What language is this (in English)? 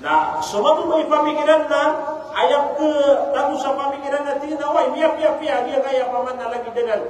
Maranao